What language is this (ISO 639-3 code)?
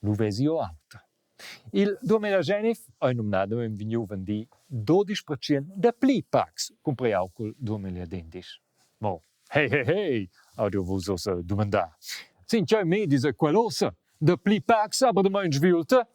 roh